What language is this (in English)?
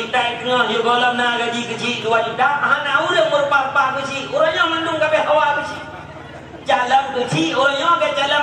Achinese